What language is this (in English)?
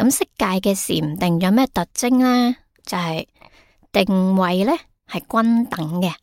Cantonese